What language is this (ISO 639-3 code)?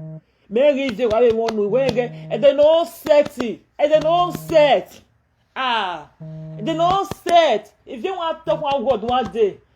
pcm